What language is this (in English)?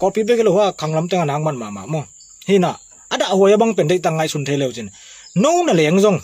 Tedim Chin